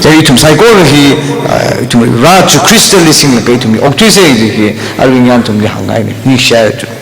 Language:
Tangkhul Naga (India)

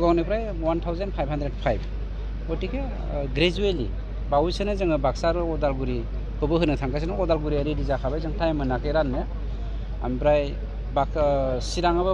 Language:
Bodo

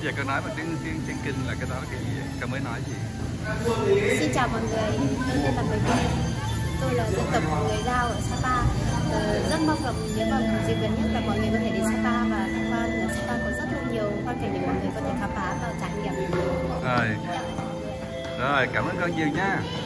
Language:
Vietnamese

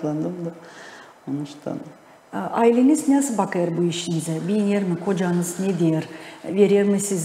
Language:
Gagauz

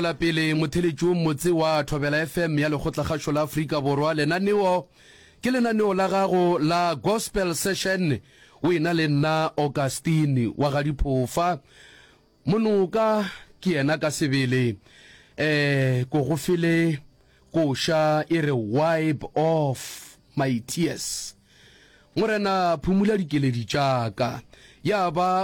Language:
Northern Sotho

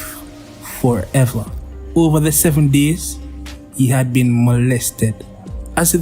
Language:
Jamaican Creole English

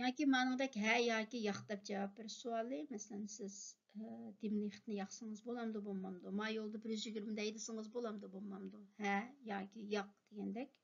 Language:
Uyghur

